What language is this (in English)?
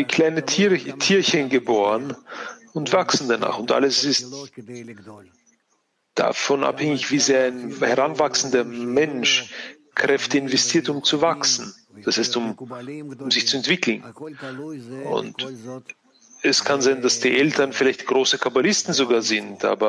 German